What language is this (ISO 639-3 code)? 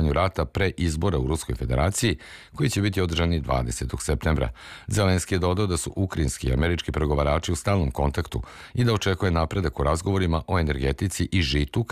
srp